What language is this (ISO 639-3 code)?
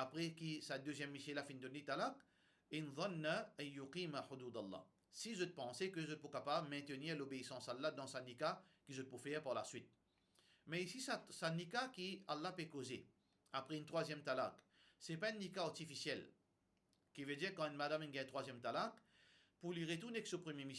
mfe